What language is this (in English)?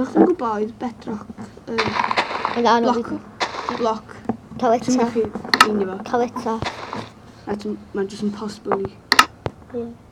Welsh